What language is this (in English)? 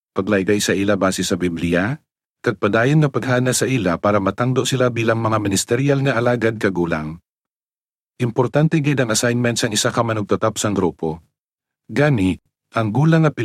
Hiligaynon